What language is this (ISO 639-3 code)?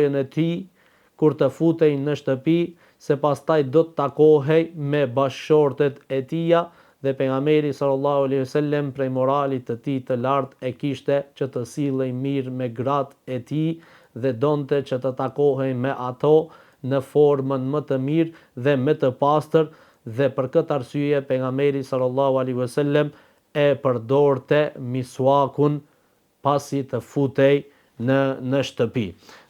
sqi